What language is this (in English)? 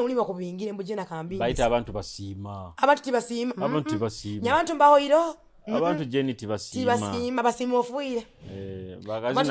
Nyoro